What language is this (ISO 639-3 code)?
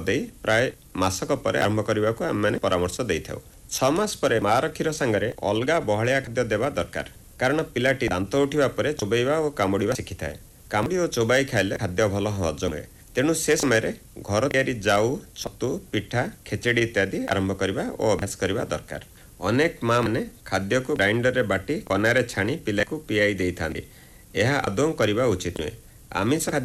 ori